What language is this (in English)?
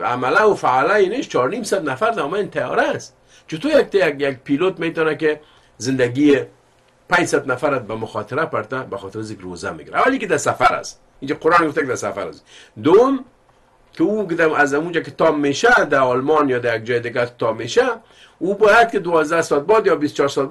Persian